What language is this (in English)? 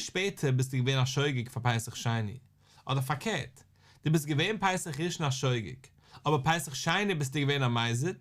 Yiddish